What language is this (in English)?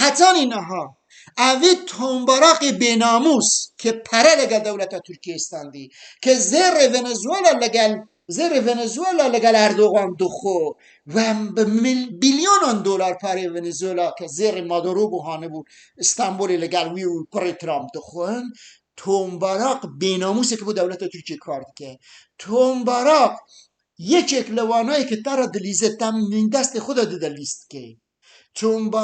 Kurdish